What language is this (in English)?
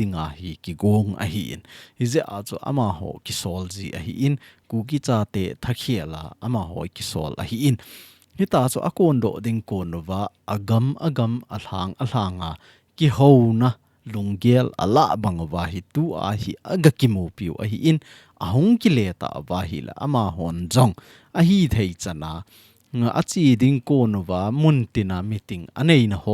Thado Chin